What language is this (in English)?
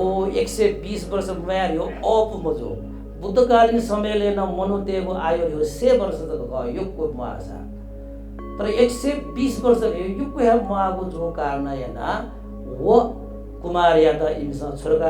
Newari